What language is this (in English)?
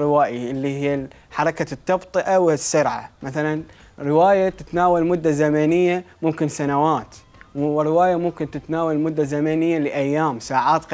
Mesopotamian Arabic